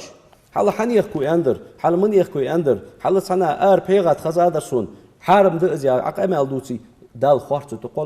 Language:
Ingush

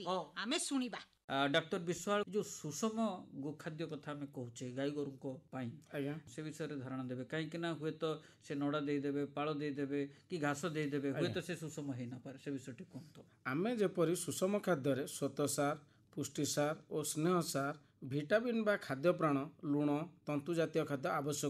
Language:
Odia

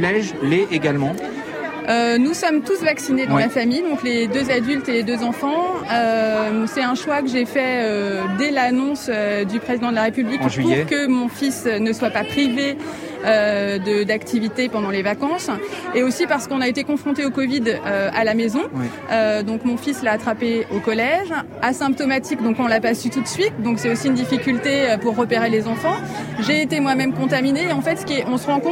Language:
French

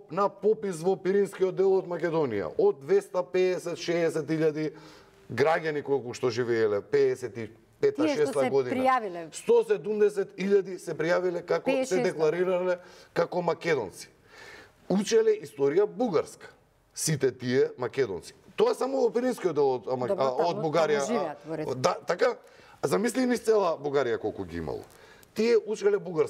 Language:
Macedonian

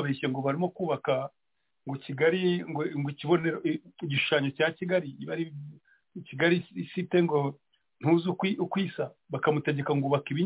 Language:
Kinyarwanda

